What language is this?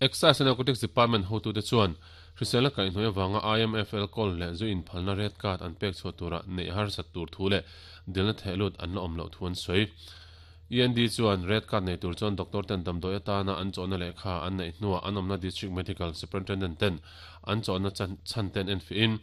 Mizo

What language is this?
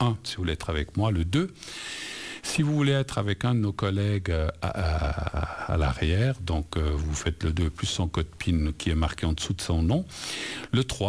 French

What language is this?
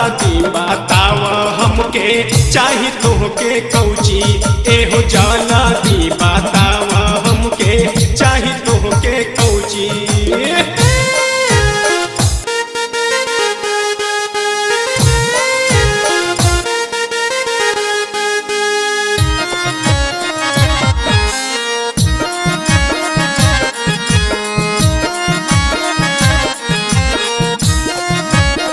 Bhojpuri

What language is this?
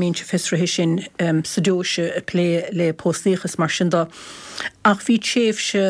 Irish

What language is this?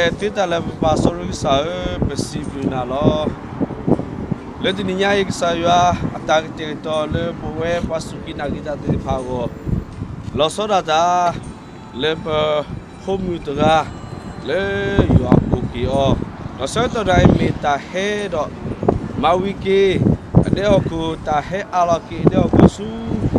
S'gaw Karen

